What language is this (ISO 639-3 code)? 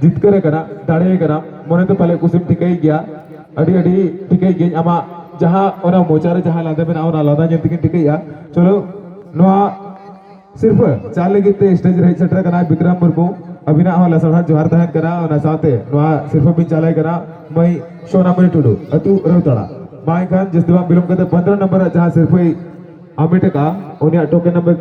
sat